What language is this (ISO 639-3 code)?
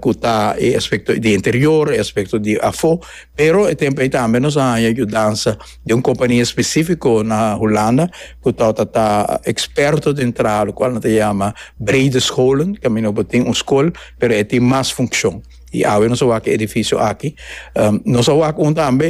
pap